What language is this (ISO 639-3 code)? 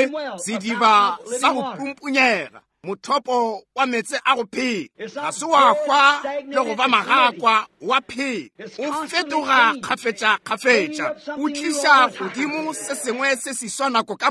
nso